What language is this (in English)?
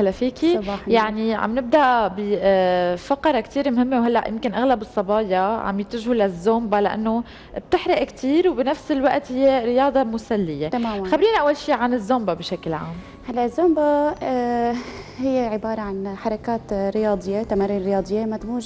North Levantine Arabic